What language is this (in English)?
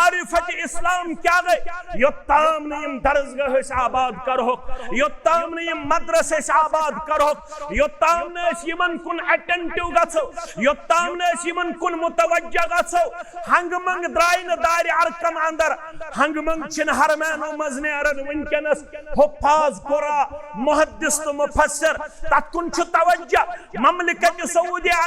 Kashmiri